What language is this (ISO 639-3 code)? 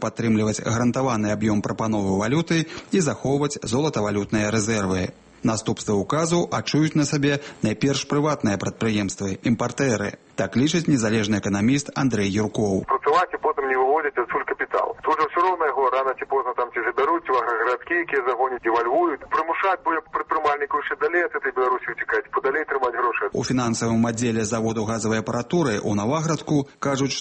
bel